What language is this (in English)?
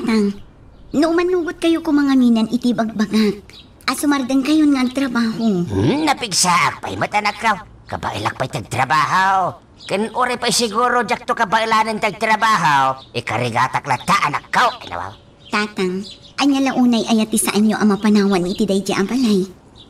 Iloko